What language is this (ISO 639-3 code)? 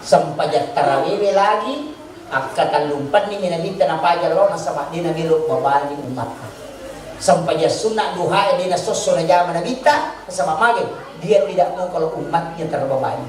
bug